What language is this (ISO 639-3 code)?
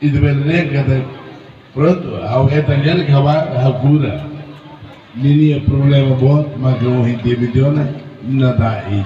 tet